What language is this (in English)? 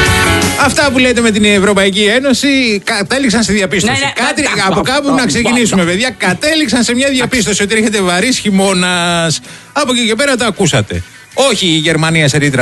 Greek